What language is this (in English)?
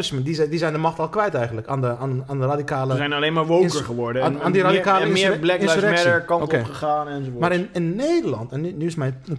Dutch